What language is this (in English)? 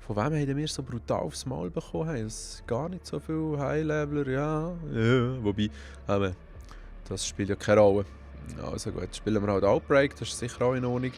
Swiss German